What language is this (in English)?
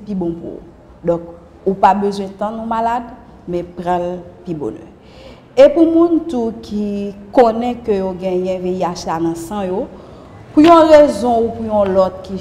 Haitian Creole